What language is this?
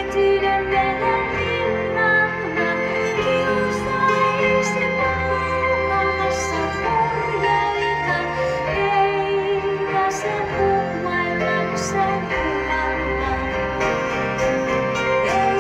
Finnish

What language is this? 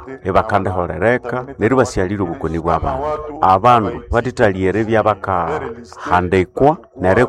Nande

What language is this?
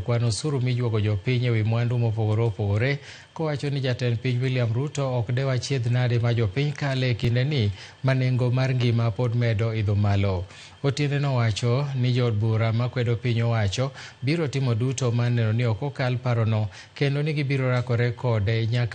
Luo (Kenya and Tanzania)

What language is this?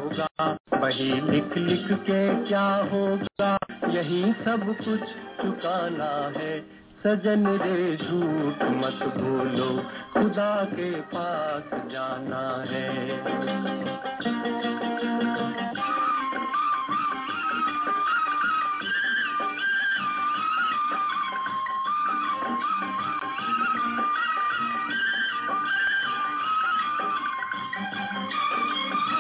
Hindi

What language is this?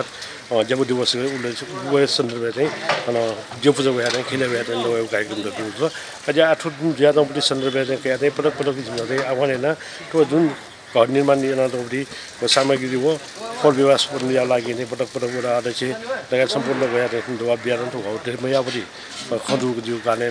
Newari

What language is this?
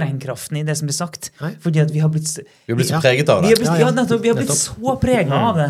Norwegian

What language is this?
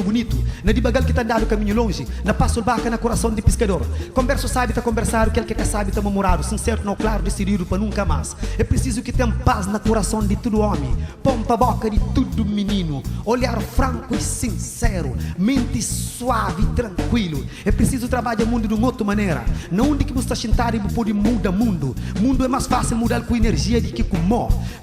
Kabuverdianu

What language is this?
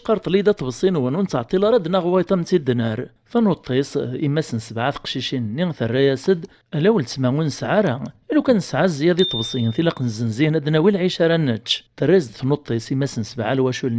Kabyle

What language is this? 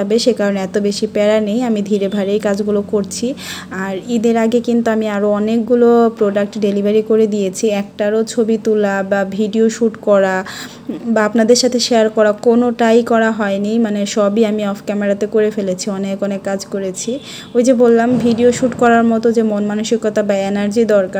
Bangla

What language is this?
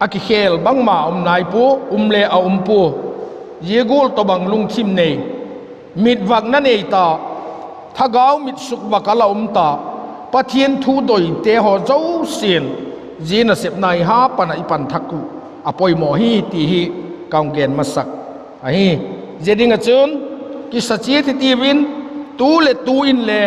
Vaiphei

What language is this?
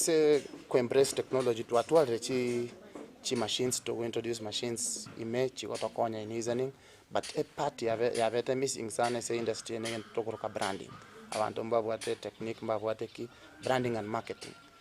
Gusii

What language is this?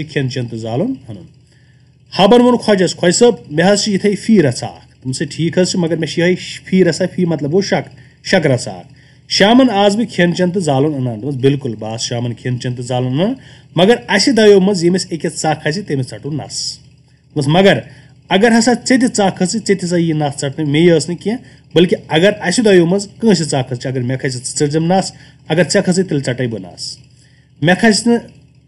Kashmiri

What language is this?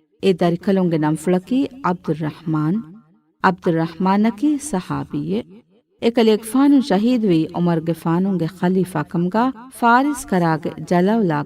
Divehi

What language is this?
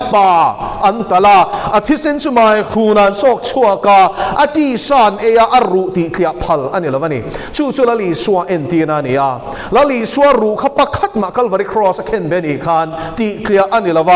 Mizo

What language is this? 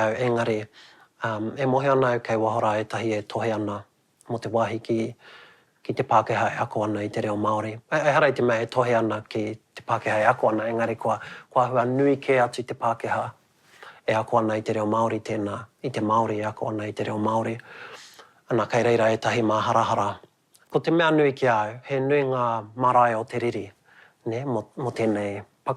Māori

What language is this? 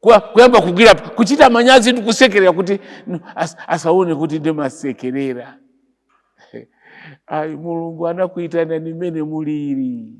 Nyanja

